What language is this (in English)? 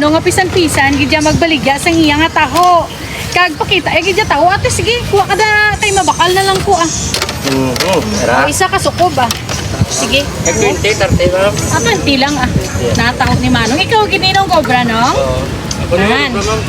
Hiligaynon